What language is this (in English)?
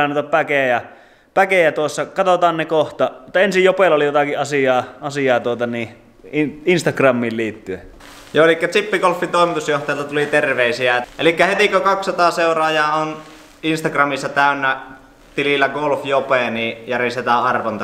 Finnish